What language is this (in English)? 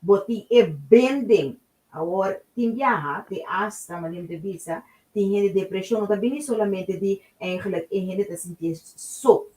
Papiamento